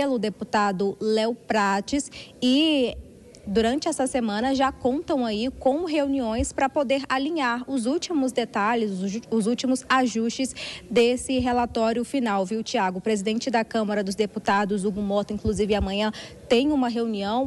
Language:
Portuguese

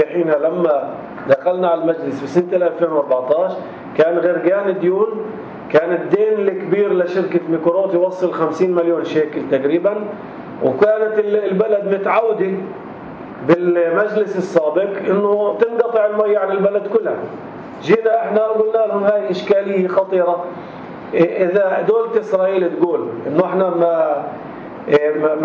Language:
North Levantine Arabic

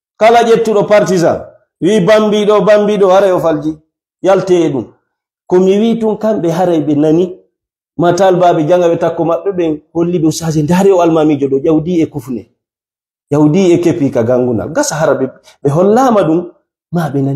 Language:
Fula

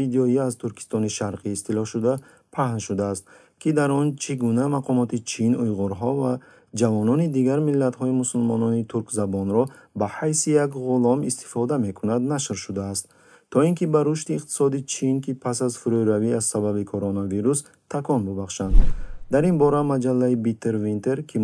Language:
Tajik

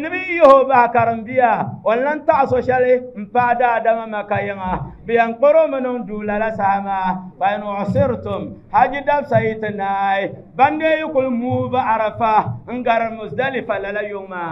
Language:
Dagbani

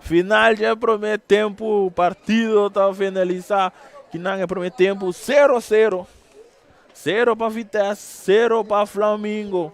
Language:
Papiamento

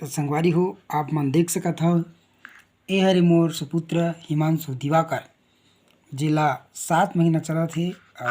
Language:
Chhattisgarhi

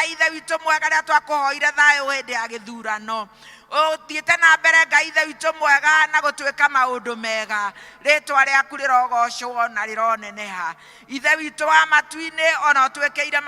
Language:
Kikuyu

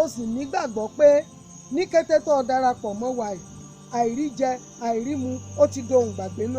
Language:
Yoruba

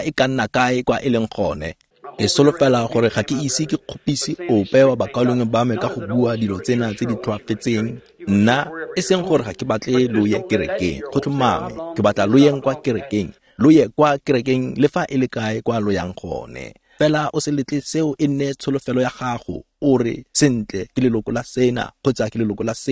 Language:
Tswana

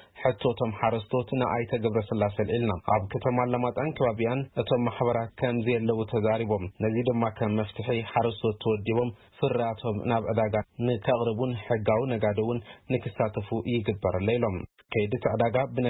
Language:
Tigrinya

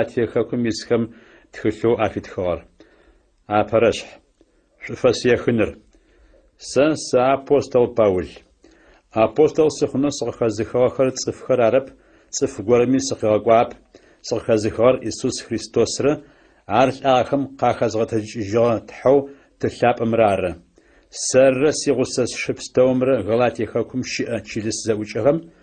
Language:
Adyghe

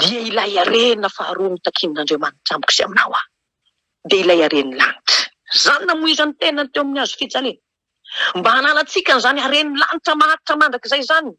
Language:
Malagasy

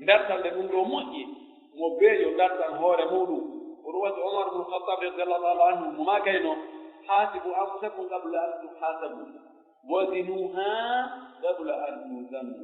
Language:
Pular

